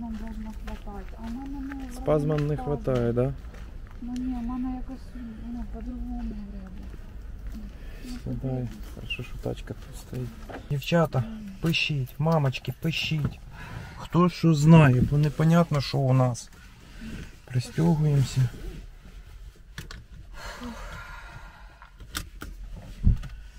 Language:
Ukrainian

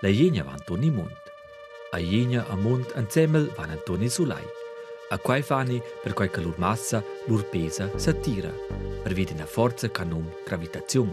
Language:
Romansh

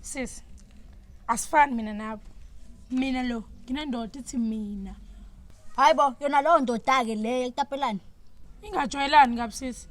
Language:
Zulu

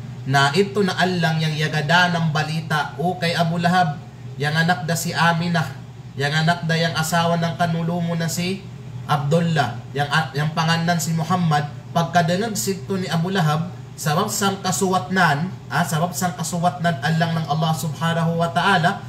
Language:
Kalagan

